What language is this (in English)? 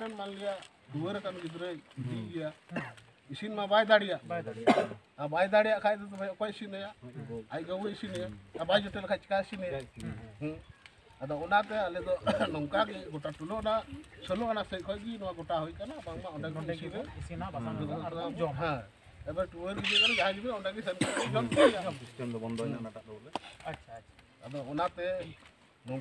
Santali